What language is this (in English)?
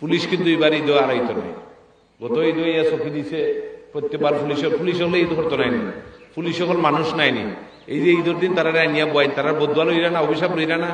Sylheti